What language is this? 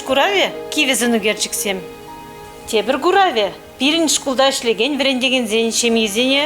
Chuvash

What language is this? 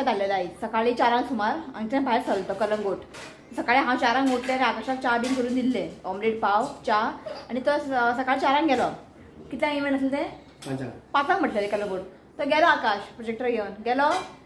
Konkani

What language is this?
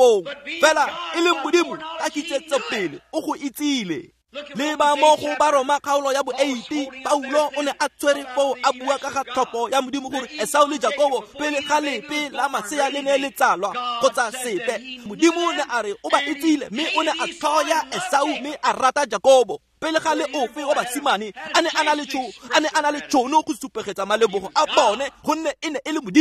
Tswana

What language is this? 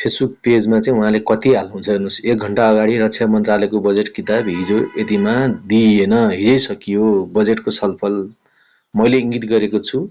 Nepali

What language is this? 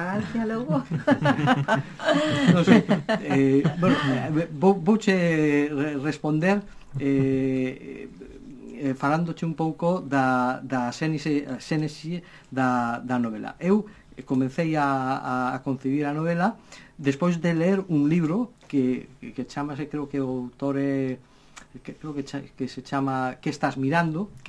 Galician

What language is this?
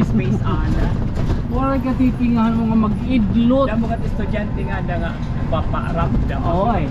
Waray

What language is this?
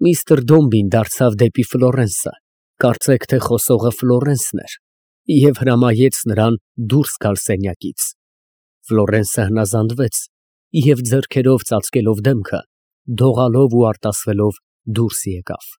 Armenian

